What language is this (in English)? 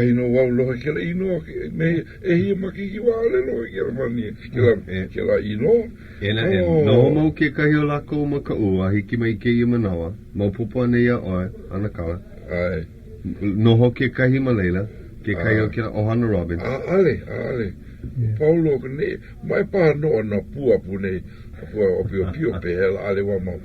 Hawaiian